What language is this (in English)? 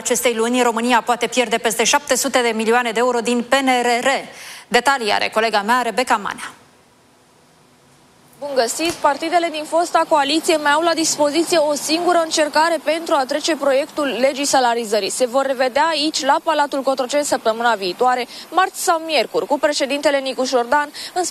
Romanian